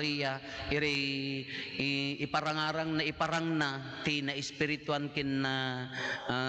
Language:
Iloko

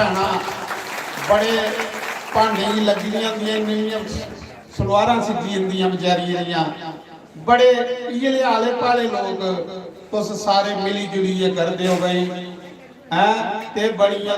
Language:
Dogri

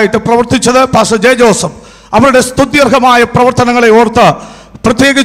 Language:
Malayalam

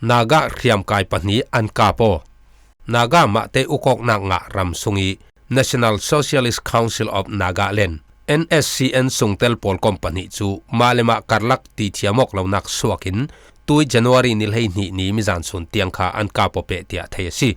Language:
Falam Chin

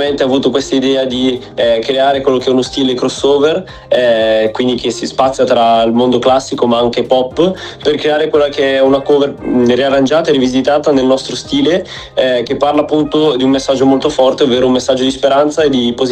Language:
Italian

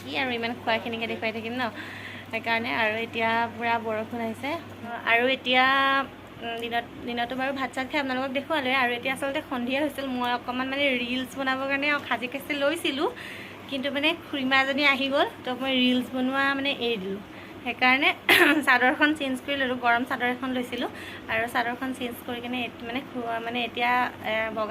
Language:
Assamese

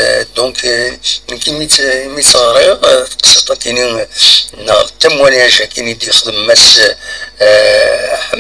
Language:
Kabyle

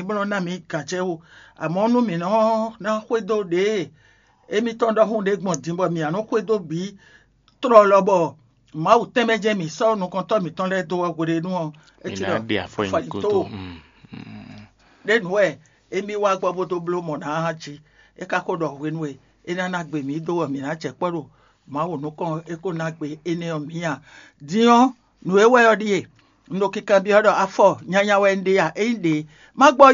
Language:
Fon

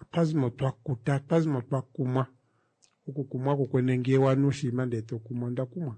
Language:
Kuanyama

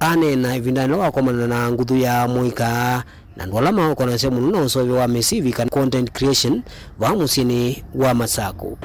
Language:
Kamba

